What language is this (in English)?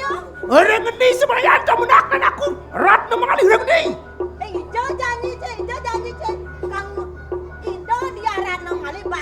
Balinese